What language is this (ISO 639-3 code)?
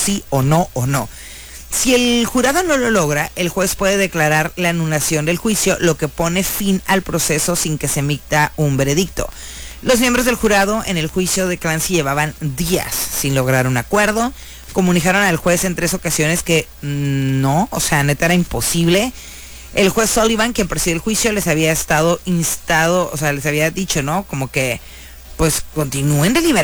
spa